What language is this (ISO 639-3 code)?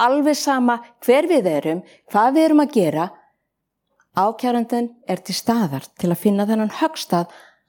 isl